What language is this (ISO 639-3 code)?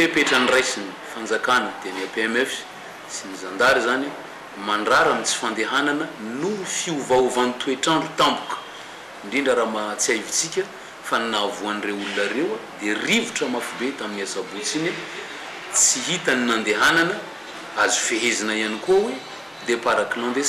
mlg